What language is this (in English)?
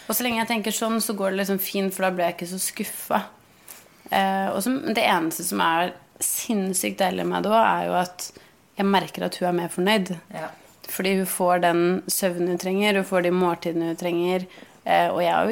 Norwegian